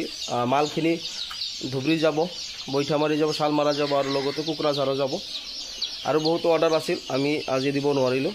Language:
Assamese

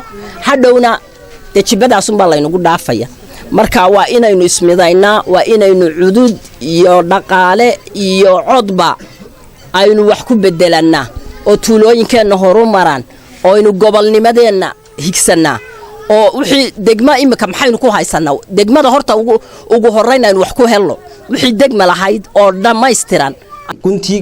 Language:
Somali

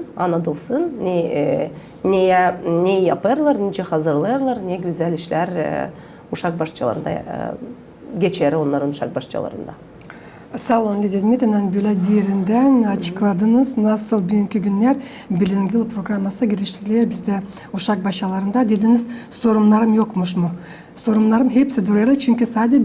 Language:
Gagauz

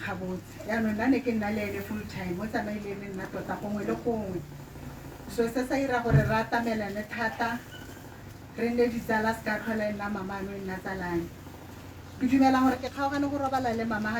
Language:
Tswana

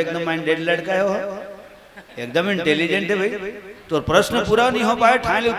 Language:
Chhattisgarhi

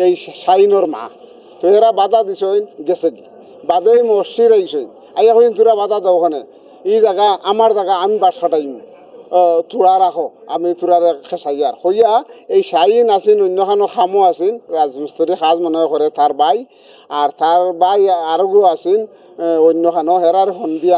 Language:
Sylheti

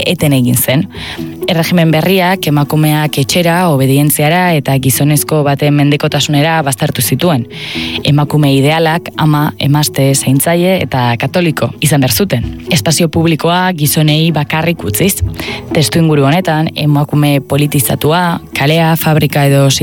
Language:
Basque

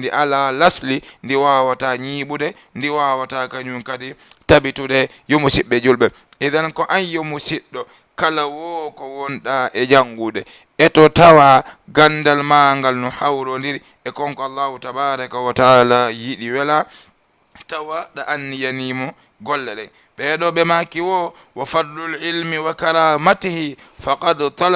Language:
Fula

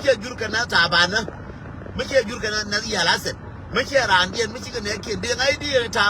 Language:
Nuer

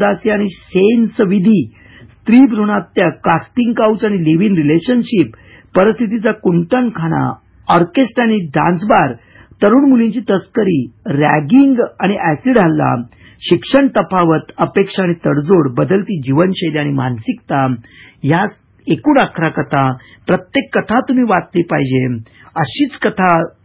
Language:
Marathi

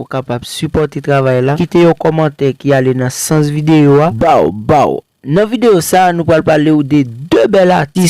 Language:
Haitian Creole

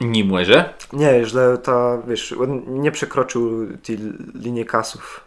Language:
Kashubian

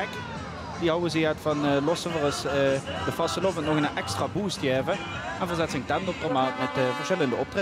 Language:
Limburgish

